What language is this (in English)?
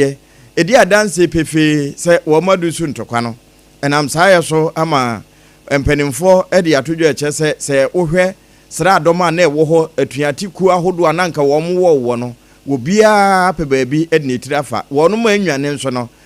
Akan